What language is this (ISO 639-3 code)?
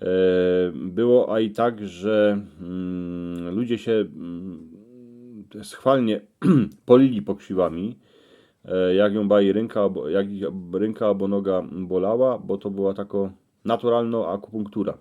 szl